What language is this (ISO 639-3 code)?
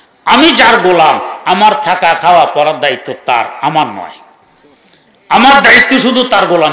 ben